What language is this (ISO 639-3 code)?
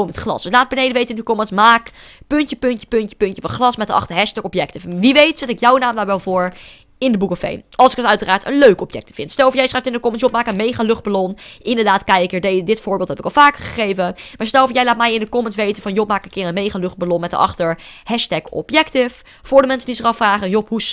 nld